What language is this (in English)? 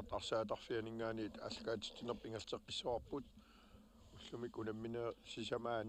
Kalaallisut